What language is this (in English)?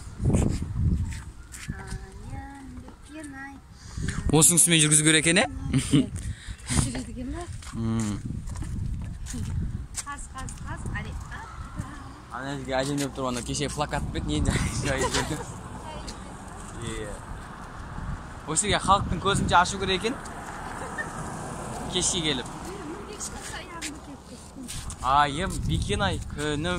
Kazakh